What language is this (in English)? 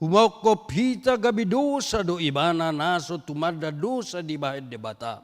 Batak Toba